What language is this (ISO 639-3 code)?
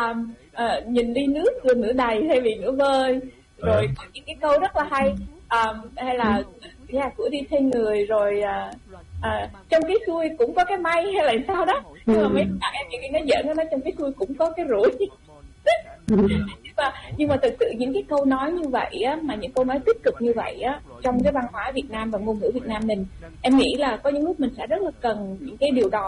vie